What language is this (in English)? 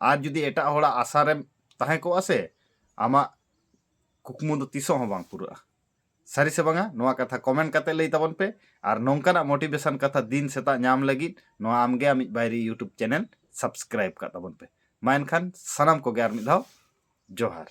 Santali